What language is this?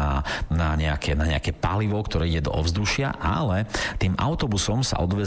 Slovak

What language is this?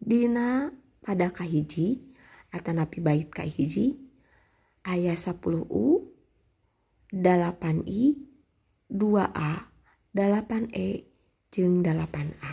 Sundanese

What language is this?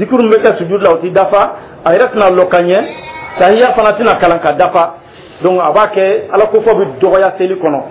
Dyula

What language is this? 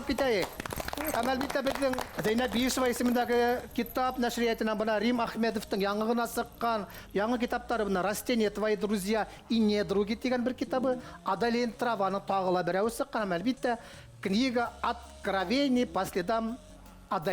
Bashkir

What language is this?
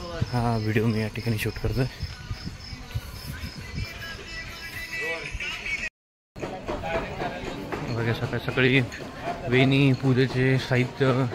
Marathi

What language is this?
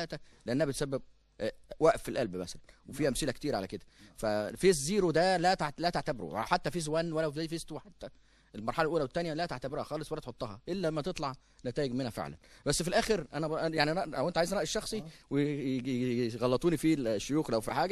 Egyptian Arabic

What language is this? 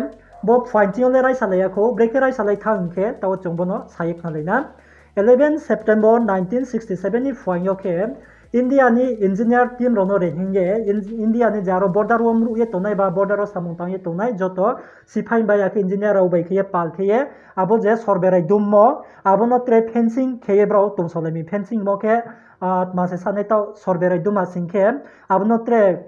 Riang (India)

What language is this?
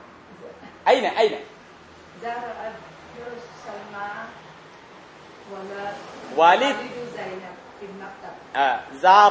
Thai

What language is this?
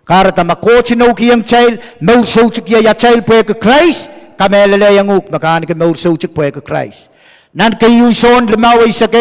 Pohnpeian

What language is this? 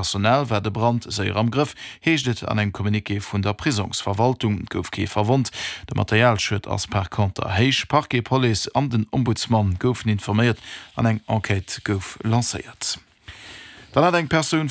Luxembourgish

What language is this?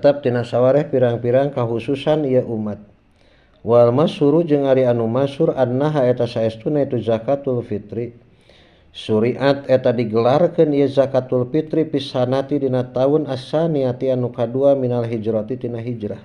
Sundanese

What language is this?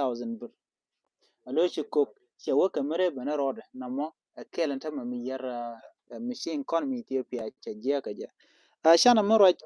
Nuer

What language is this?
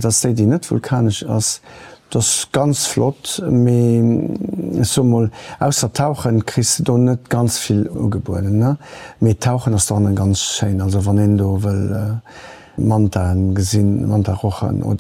Luxembourgish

